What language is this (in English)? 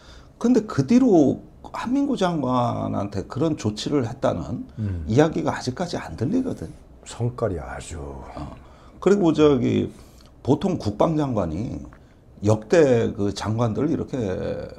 Korean